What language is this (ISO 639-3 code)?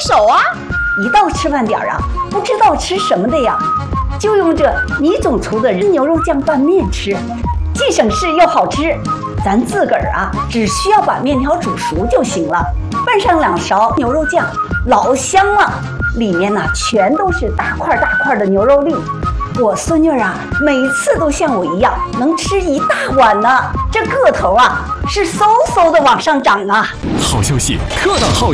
zho